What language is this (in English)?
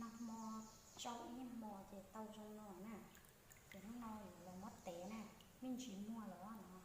Hmong